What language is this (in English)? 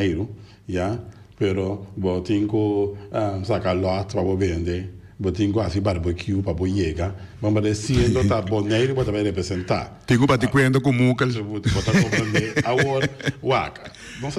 Papiamento